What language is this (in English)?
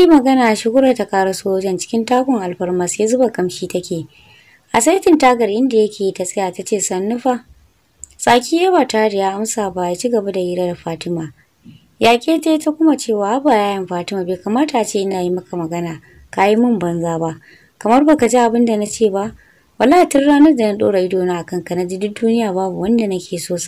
Hausa